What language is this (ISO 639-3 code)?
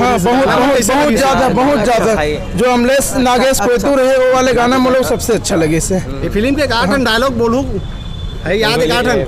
hne